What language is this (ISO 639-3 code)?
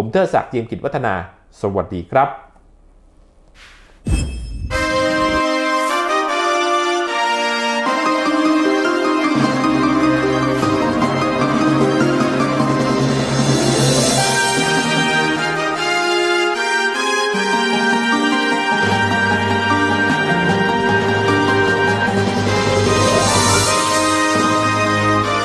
tha